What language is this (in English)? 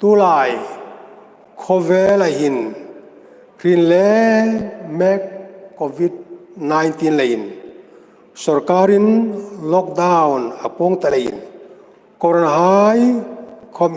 Hmar